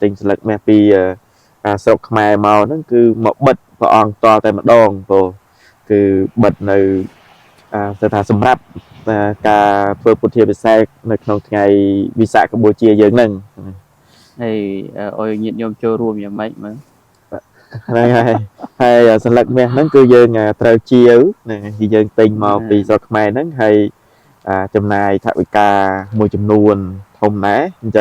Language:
Khmer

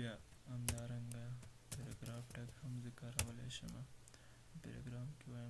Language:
Pashto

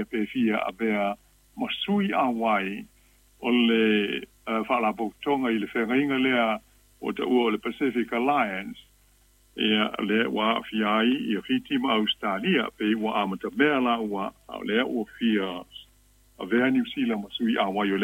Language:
Samoan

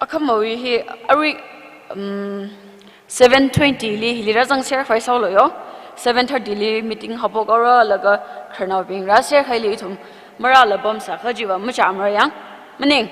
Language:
Tangkhul Naga (India)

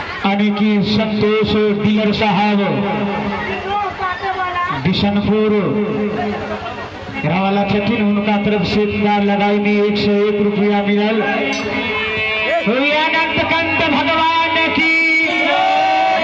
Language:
Maithili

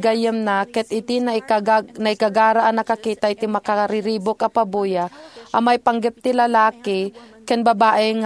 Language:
Iloko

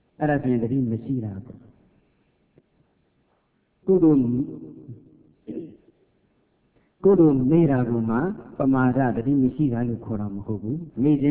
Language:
Burmese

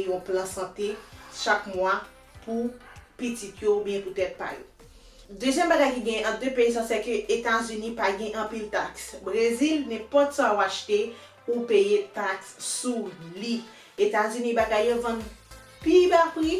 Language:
Haitian Creole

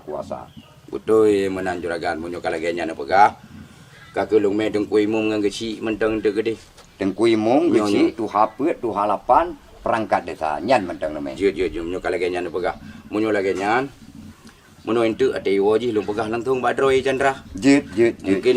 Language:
Achinese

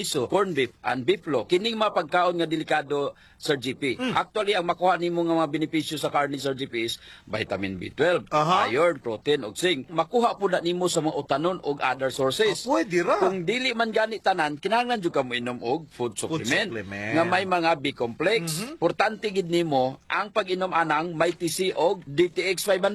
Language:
Cebuano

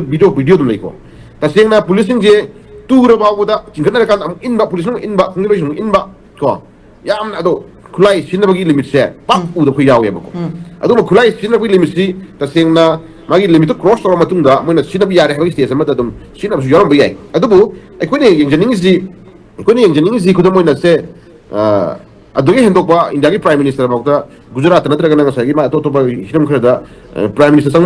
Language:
Manipuri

